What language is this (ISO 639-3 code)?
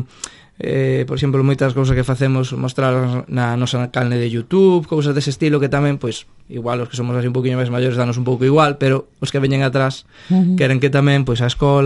glg